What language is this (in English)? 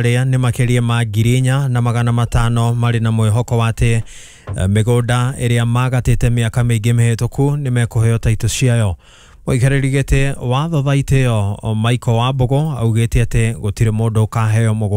Kikuyu